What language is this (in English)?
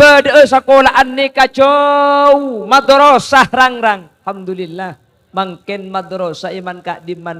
Madurese